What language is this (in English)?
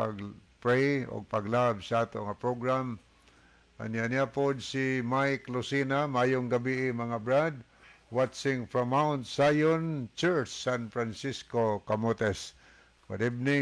Cebuano